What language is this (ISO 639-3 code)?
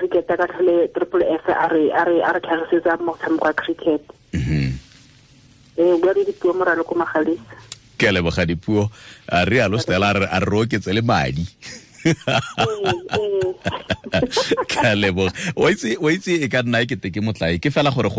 tsn